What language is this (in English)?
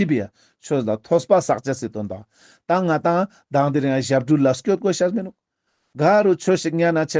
Ladakhi